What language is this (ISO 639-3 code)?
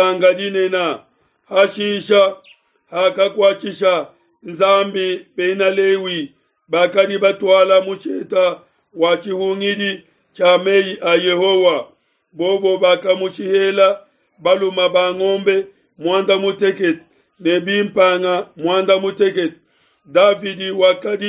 lua